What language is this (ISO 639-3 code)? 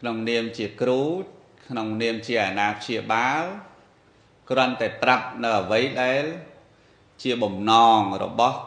khm